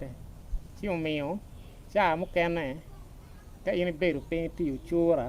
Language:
Acoli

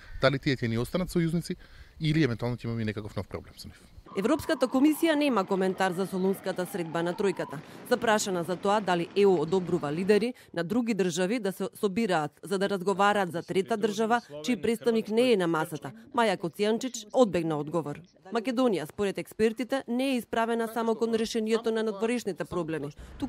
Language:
Macedonian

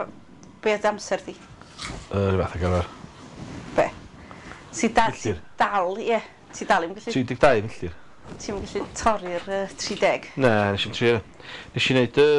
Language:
Welsh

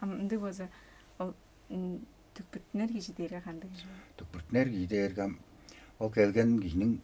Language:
Tuvinian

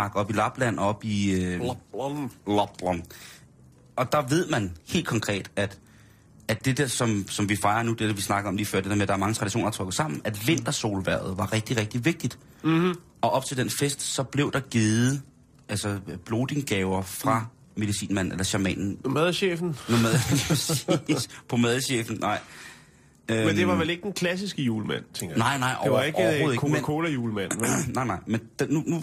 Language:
Danish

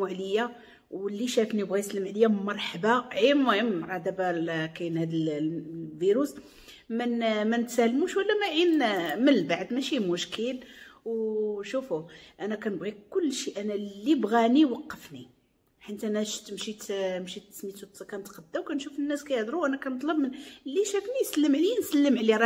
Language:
Moroccan Arabic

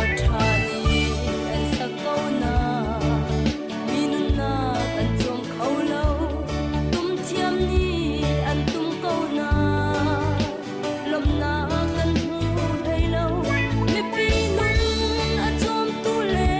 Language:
Hakha Chin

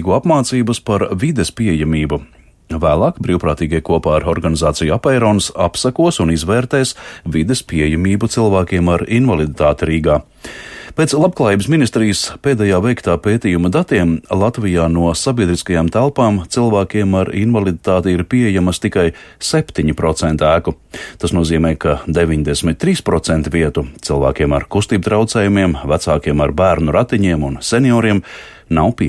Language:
Latvian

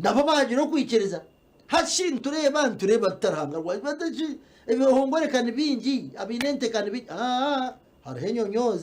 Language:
Nyankole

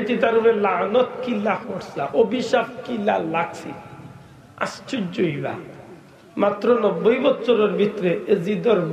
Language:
Sylheti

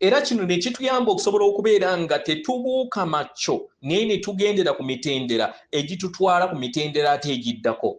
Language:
Ganda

